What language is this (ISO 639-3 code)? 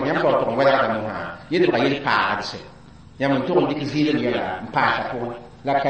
mos